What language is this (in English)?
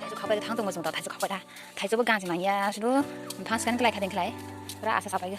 Kok Borok